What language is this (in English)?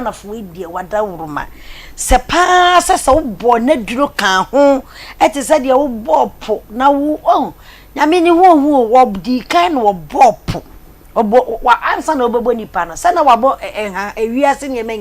Akan